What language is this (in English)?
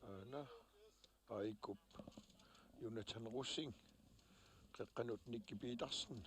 Kalaallisut